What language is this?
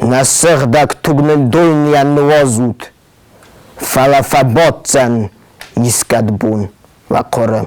Ossetic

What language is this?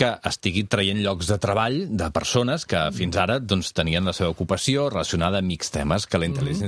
Catalan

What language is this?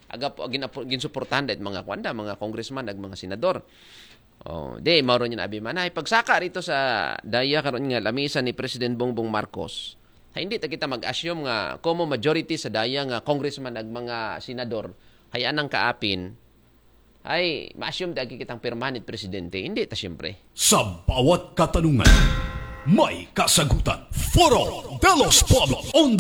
Aklanon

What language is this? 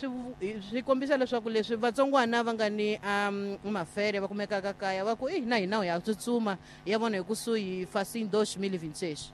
Tsonga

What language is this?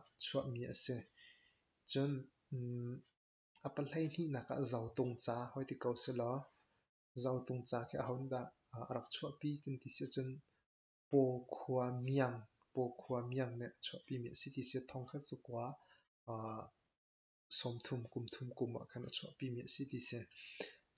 Hakha Chin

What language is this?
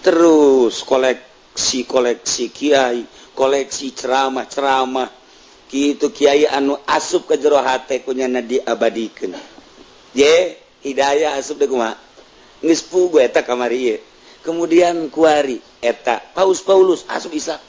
Sundanese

